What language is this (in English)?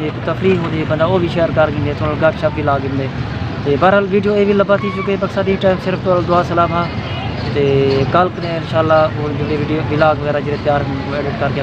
Saraiki